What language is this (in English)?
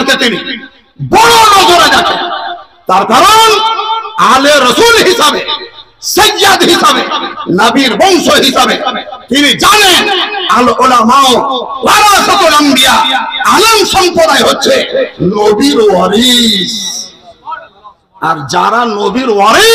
Bangla